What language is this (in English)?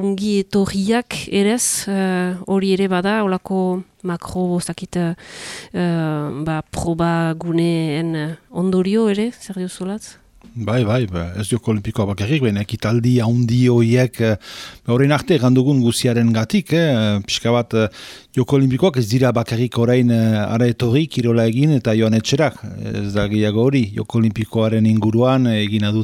Basque